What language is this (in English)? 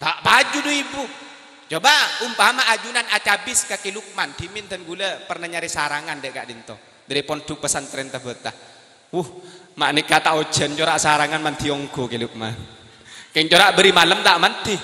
Madurese